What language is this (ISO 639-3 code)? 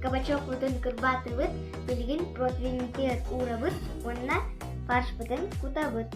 sah